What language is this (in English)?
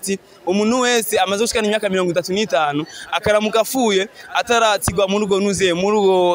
Rundi